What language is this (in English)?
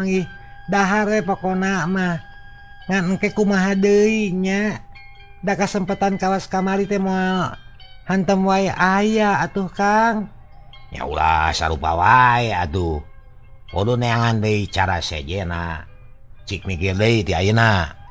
Sundanese